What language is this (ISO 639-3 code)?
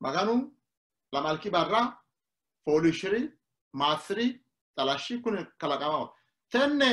sid